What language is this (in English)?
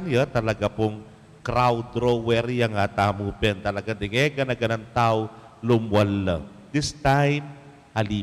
Pampanga